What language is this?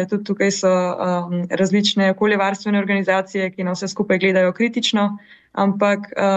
Slovenian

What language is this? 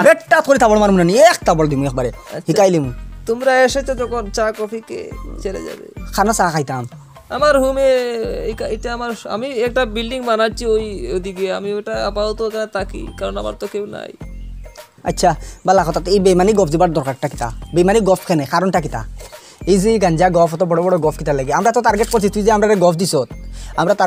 Sylheti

